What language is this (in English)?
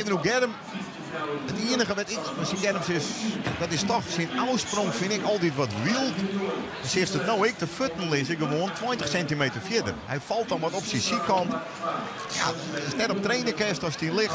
Western Frisian